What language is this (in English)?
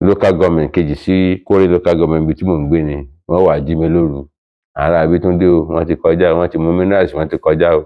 Yoruba